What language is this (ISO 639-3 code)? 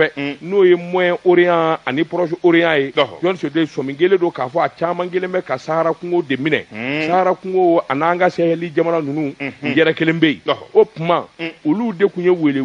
bam